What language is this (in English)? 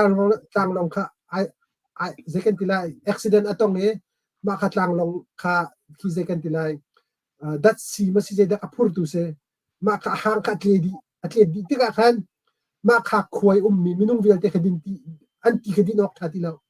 Hakha Chin